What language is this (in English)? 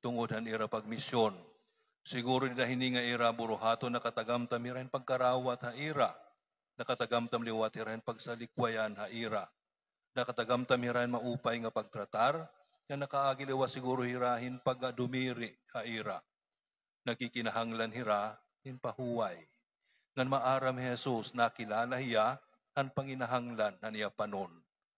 Waray